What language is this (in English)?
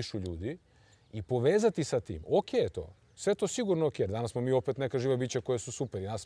Serbian